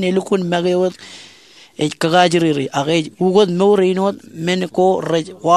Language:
Marshallese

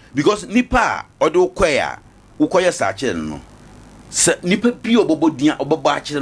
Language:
Akan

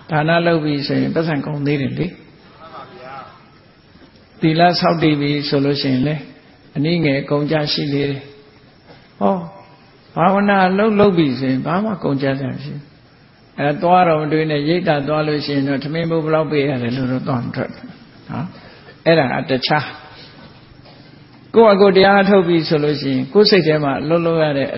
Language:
Burmese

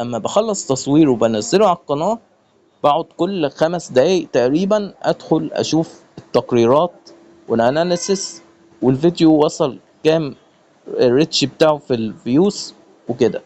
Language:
Egyptian Arabic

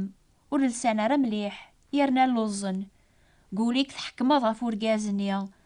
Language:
Kabyle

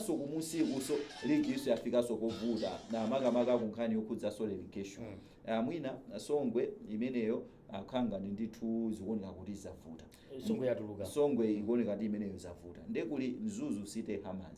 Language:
Nyanja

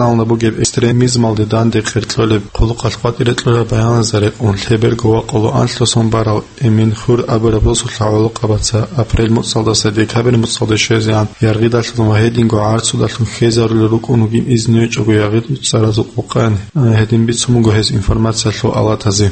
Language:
Avaric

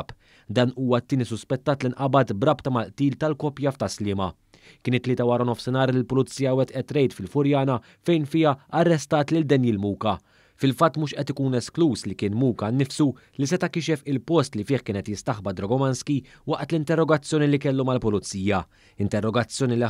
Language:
Maltese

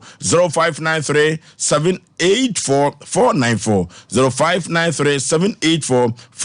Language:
Akan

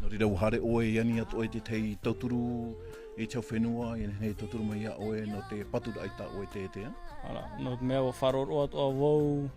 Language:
Tahitian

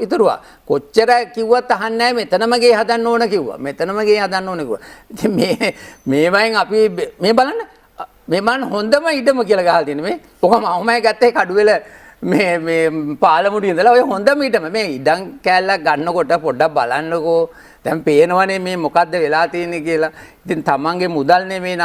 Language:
Sinhala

